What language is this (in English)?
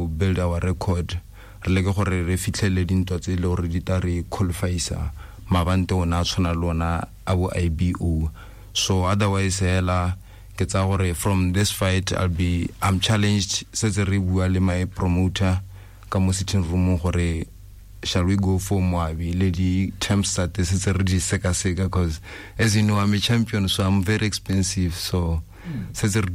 Tswana